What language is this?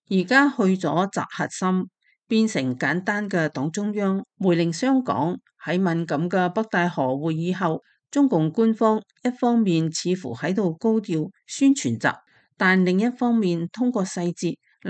Cantonese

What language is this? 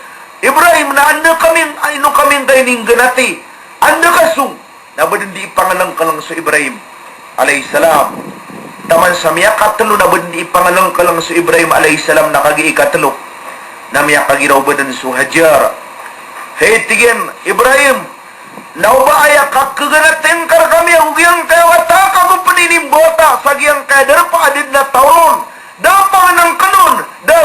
Maranao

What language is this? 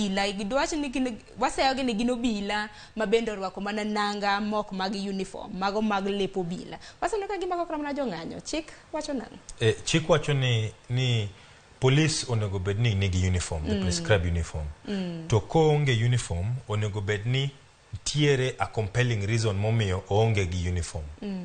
Luo (Kenya and Tanzania)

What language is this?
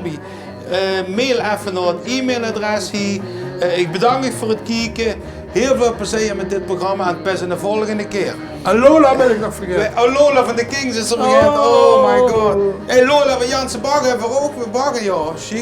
Limburgish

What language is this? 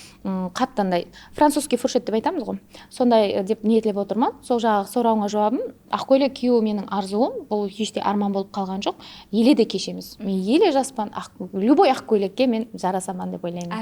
Kara-Kalpak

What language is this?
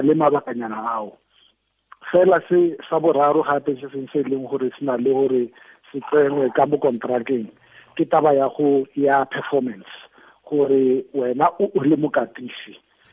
Tswana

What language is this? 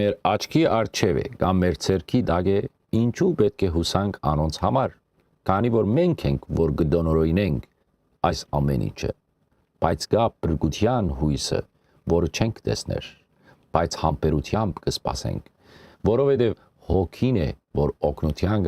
Western Armenian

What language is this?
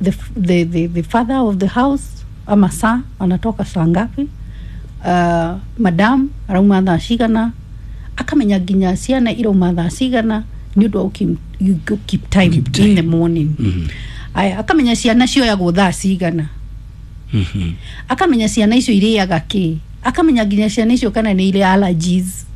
Kikuyu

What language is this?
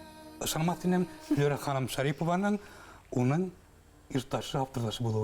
Bashkir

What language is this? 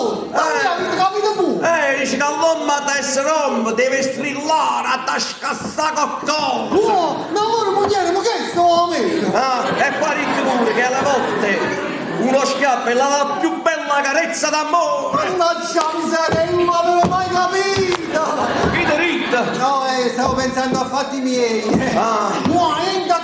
Neapolitan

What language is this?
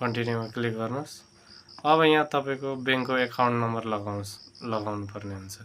Nepali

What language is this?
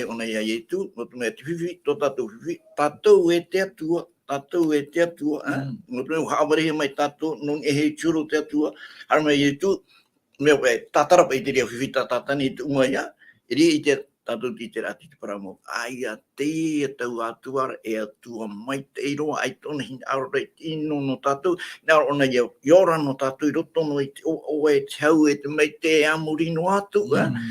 Tahitian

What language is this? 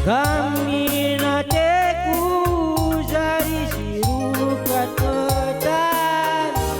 Batak Karo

